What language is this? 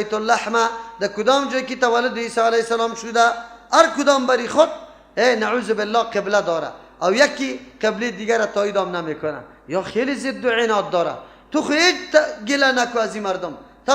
Persian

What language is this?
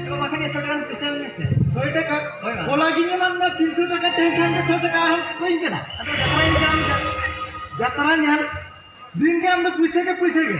Santali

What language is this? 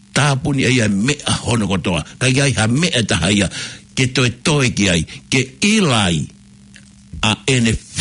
Tongan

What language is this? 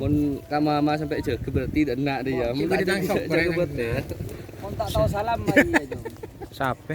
Madurese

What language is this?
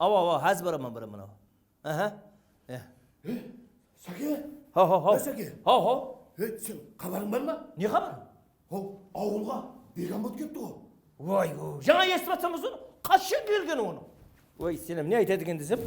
Kara-Kalpak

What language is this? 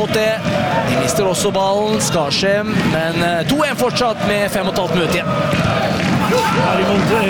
Norwegian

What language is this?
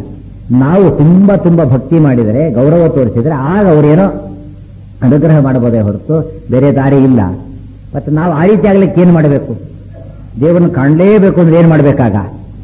Kannada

